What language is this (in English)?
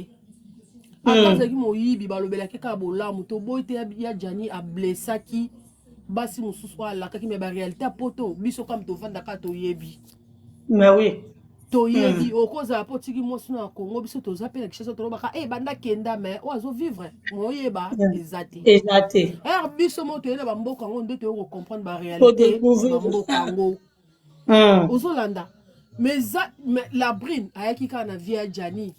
Lingala